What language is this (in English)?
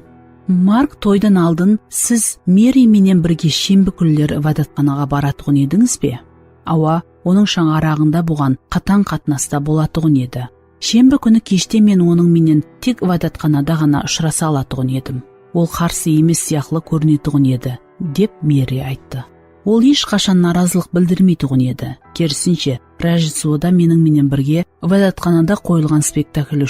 Kara-Kalpak